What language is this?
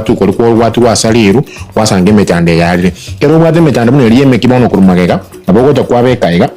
Gusii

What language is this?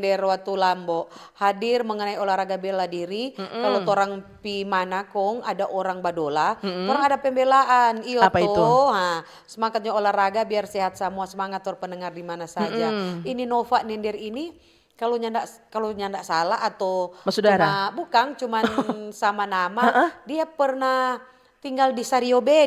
Manado Malay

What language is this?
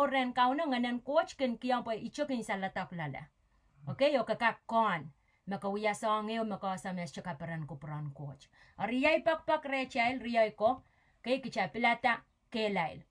Pohnpeian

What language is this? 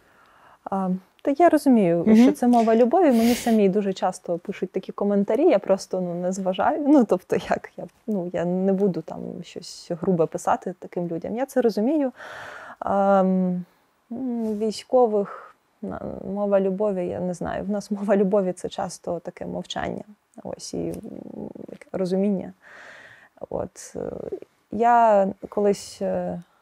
Ukrainian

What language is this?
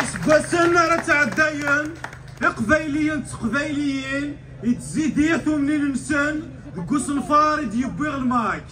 Kabyle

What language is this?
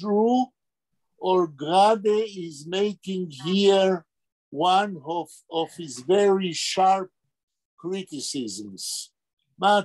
Yiddish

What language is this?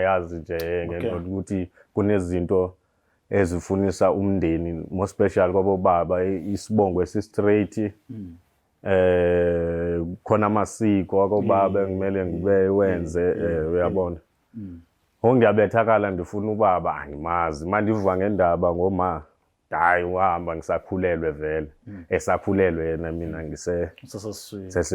Zulu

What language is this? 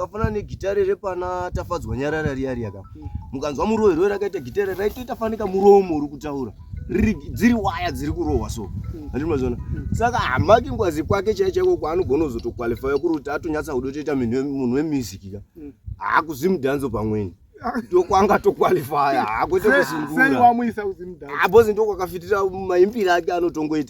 Shona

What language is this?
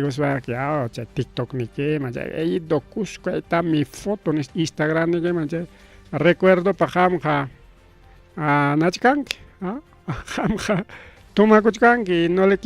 Ayacucho Quechua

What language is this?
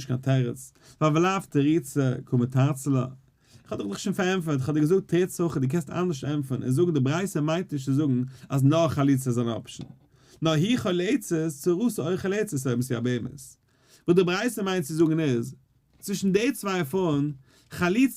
Yiddish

